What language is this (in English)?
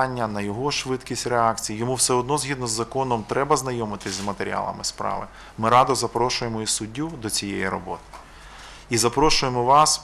Ukrainian